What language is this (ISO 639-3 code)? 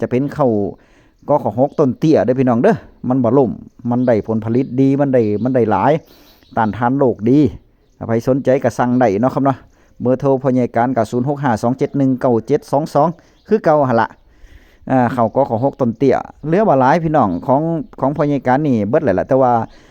tts